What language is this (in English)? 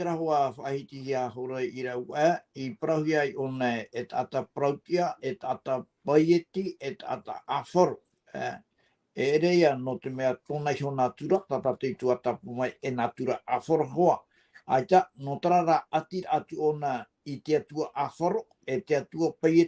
Tahitian